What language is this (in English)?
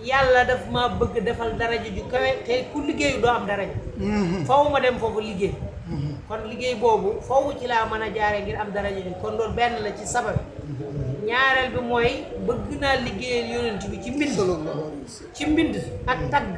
Wolof